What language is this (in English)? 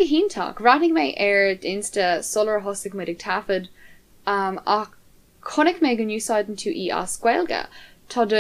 Irish